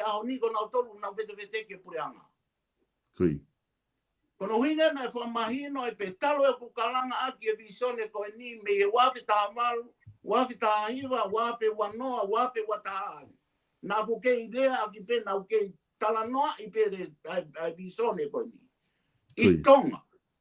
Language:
Tongan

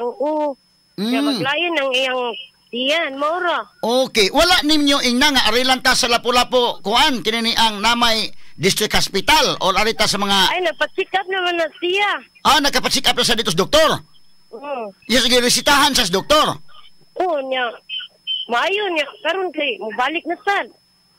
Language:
Cebuano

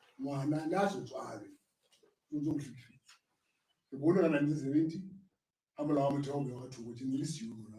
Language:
Southern Sotho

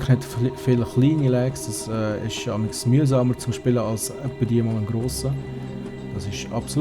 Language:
Swiss German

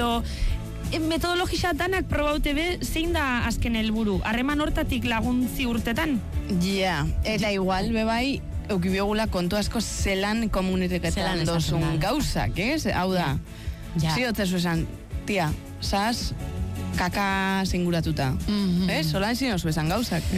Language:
Basque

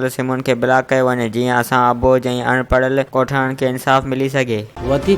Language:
Sindhi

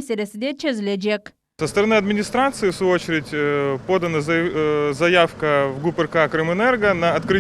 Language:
Crimean Tatar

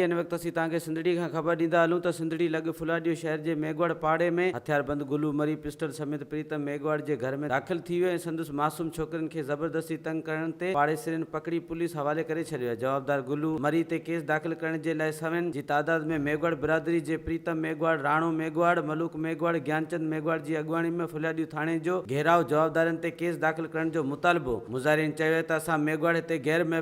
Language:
Sindhi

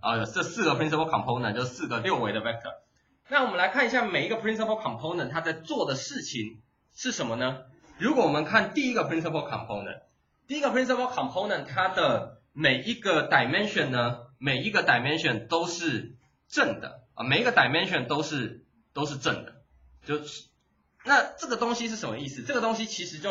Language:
Chinese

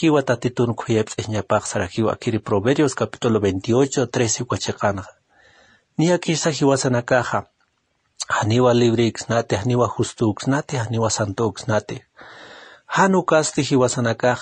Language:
Aymara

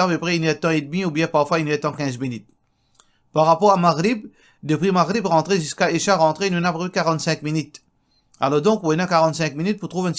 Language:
Morisyen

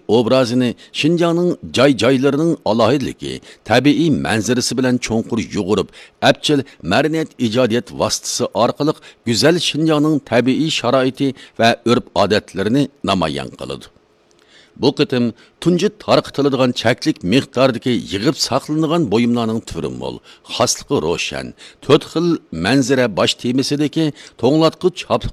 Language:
Uyghur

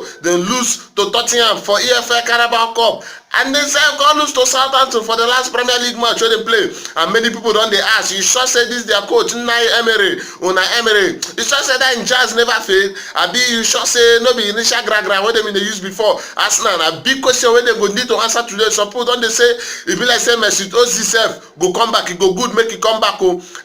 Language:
Nigerian Pidgin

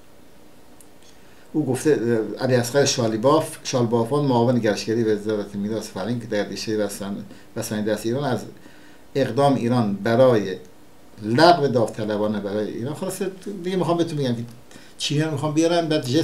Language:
Persian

